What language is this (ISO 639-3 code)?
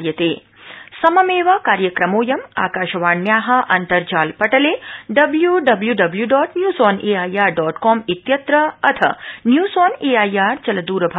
san